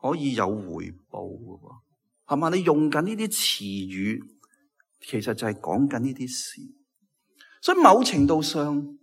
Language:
Cantonese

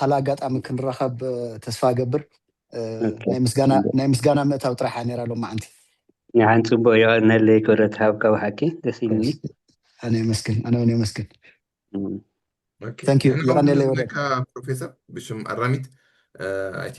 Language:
Tigrinya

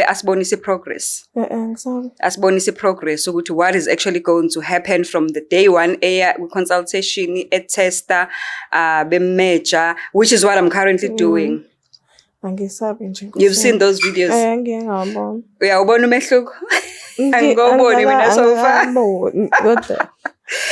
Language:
Zulu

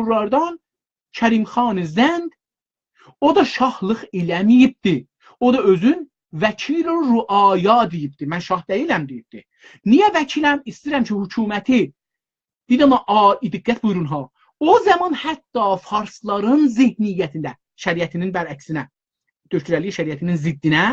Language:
South Azerbaijani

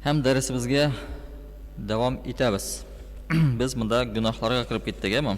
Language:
Tatar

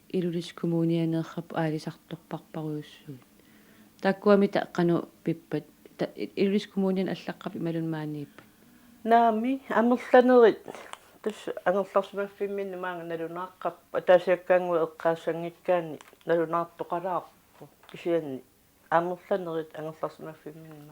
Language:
Kalaallisut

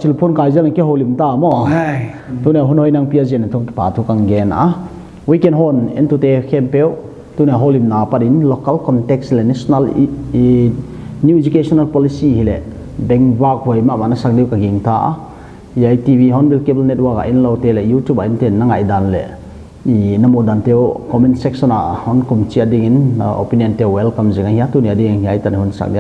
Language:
Paite Chin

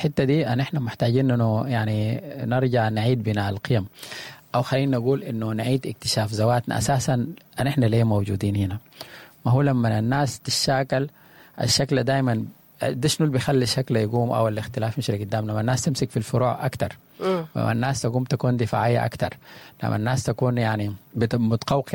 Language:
Sudanese Arabic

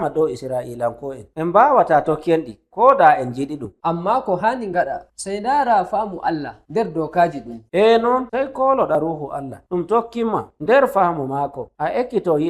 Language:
Nigerian Fulfulde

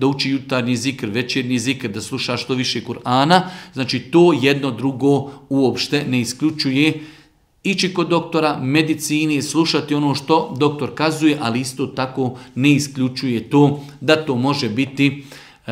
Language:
Bosnian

